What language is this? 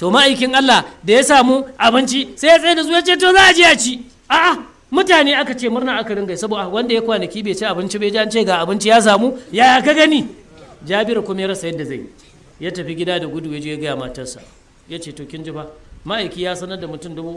Hausa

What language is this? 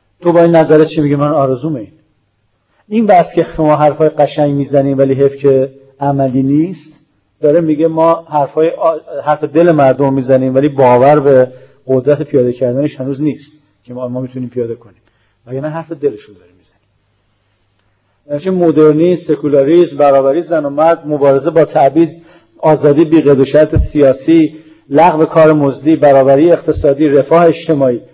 Persian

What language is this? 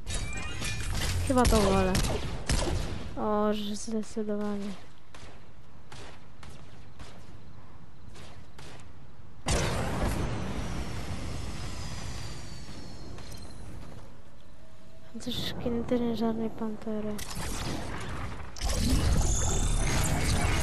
Polish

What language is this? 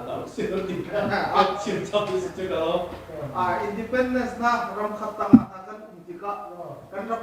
Hakha Chin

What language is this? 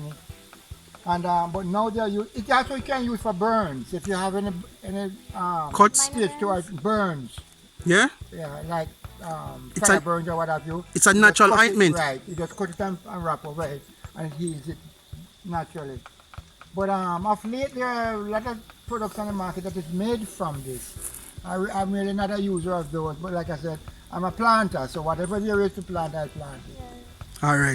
Jamaican Creole English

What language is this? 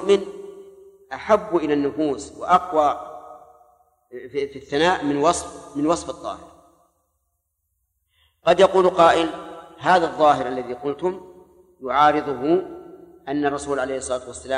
Arabic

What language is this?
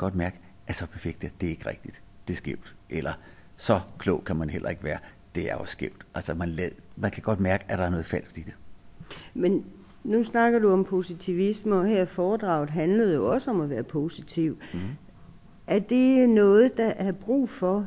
Danish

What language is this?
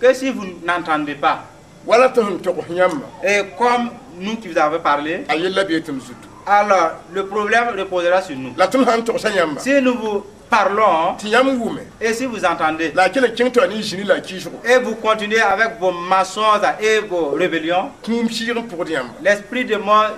Mossi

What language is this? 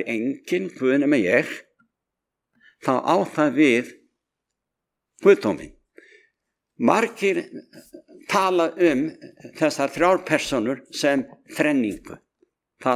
Icelandic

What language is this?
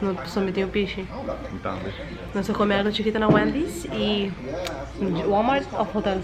Papiamento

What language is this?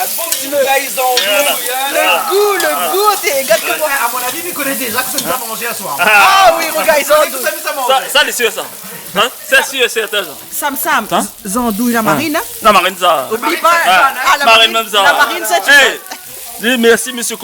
Réunion Creole French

